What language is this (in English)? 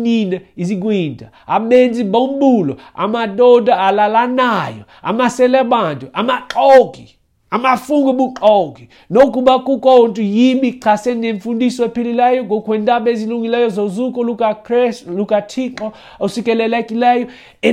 Xhosa